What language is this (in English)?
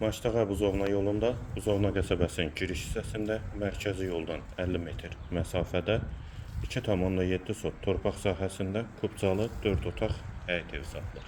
Azerbaijani